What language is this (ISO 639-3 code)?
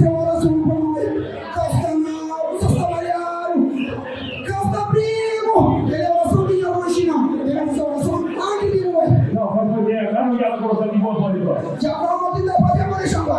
kea